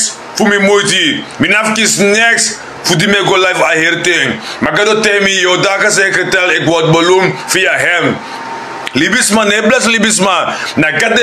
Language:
Sranan Tongo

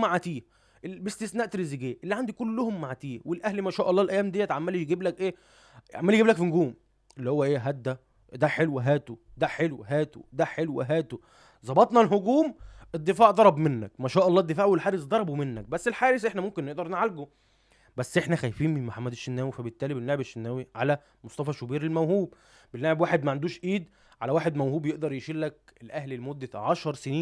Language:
Egyptian Arabic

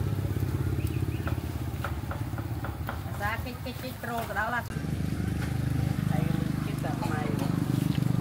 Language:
Vietnamese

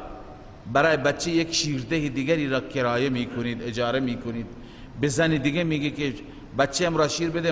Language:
Persian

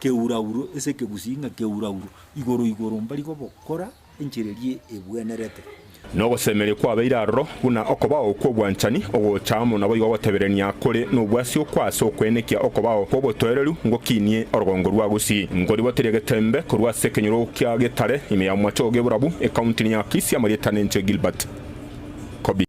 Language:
Gusii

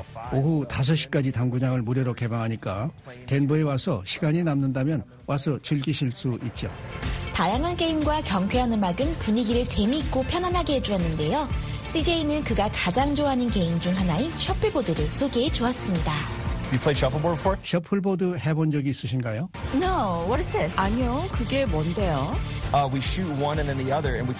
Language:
Korean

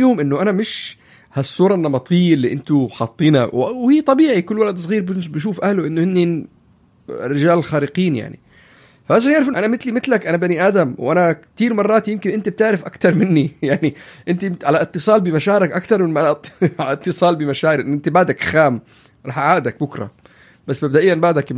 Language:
North Levantine Arabic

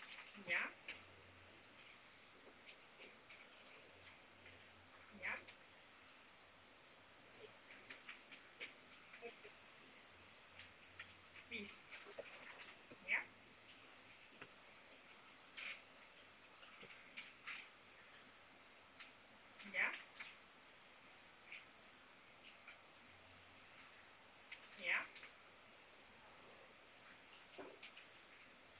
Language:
Estonian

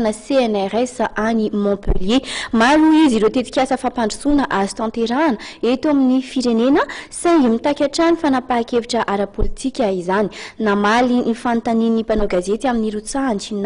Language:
Malagasy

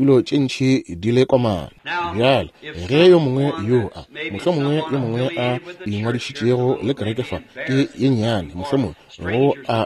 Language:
Northern Sotho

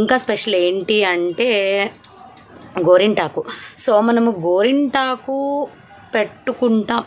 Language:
Telugu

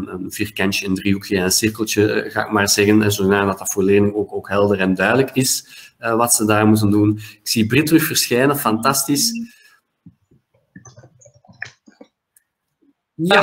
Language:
Dutch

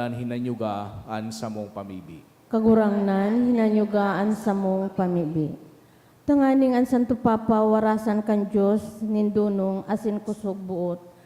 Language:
Bikol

